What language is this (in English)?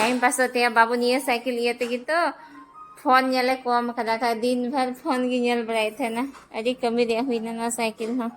Santali